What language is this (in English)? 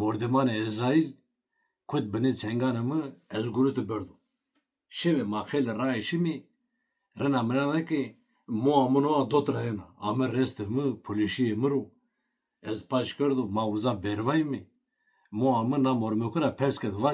Zaza